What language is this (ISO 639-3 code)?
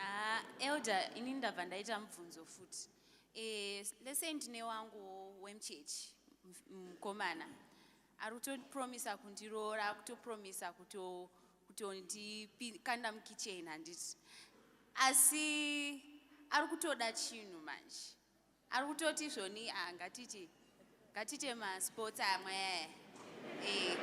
sna